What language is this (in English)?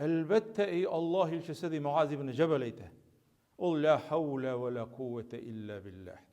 Tatar